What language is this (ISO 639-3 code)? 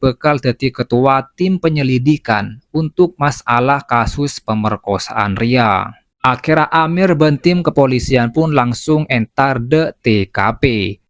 mad